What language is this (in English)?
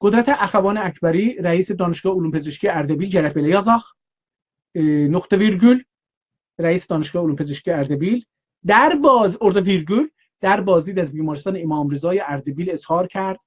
South Azerbaijani